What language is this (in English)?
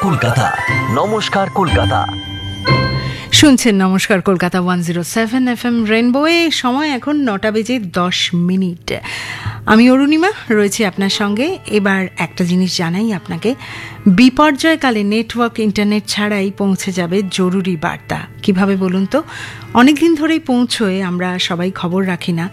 Bangla